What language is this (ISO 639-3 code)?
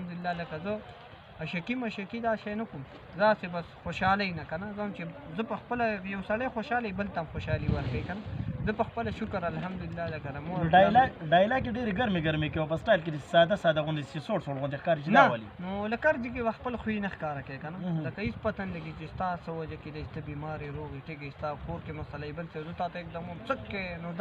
pus